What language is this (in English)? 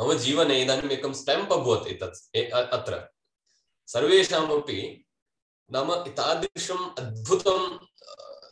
Sanskrit